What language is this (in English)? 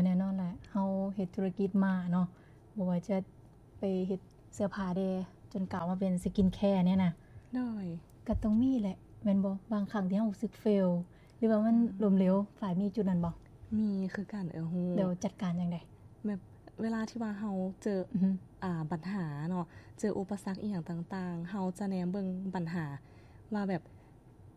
Lao